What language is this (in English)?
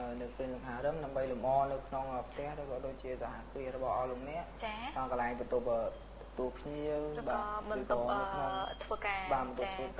Khmer